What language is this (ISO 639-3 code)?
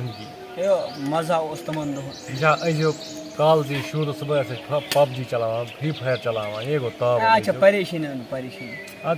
kas